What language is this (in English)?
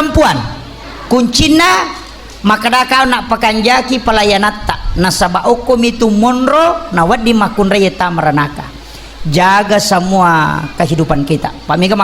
Buginese